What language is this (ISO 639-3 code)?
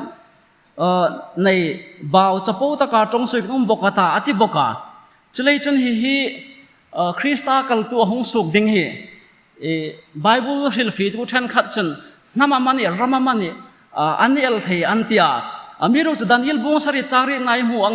hmr